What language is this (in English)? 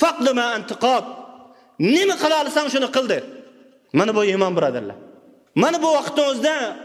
Uyghur